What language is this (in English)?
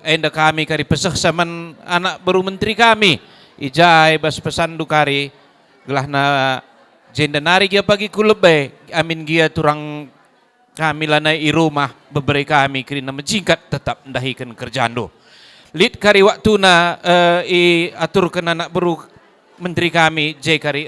Batak Karo